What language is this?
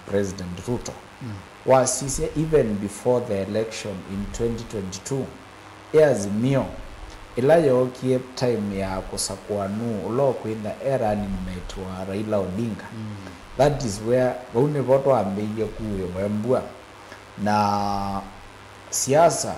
Kamba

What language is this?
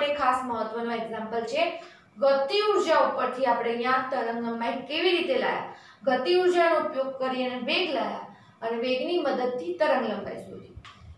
Gujarati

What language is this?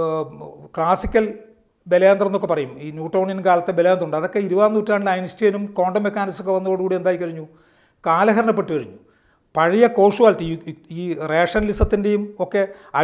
Malayalam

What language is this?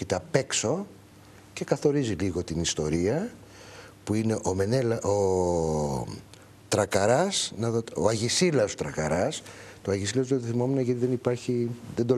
Greek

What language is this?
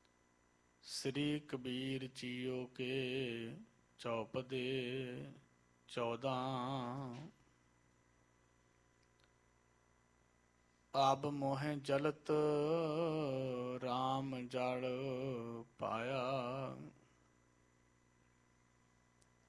Punjabi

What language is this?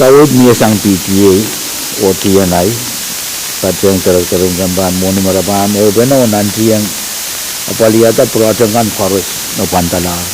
Pohnpeian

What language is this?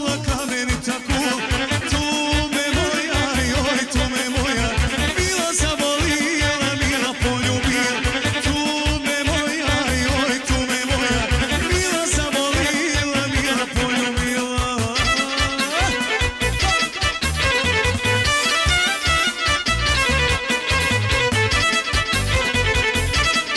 Croatian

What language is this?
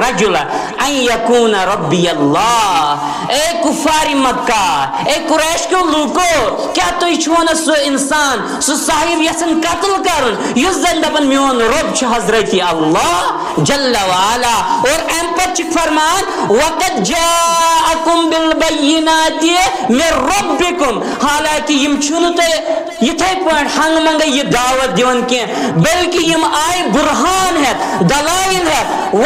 Kashmiri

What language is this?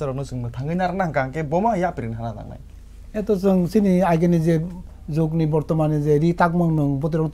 Kok Borok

